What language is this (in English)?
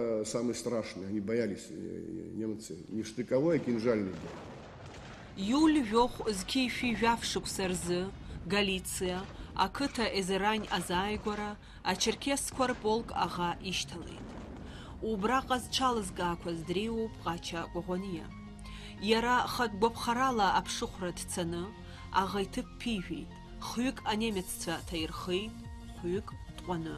Abkhazian